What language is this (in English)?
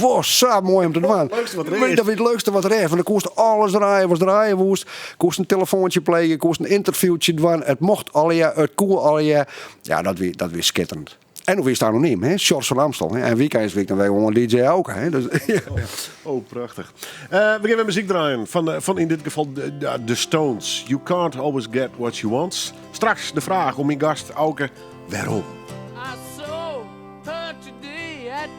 Western Frisian